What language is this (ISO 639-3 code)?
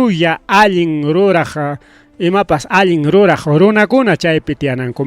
quy